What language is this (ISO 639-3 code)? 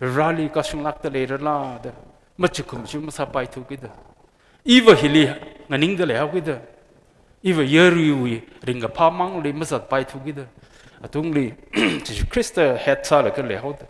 nmf